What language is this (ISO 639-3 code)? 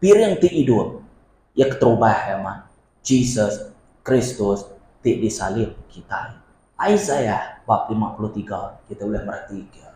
iba